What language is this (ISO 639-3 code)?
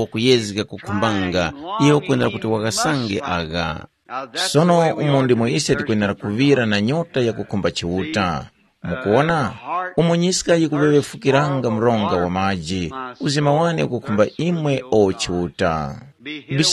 tum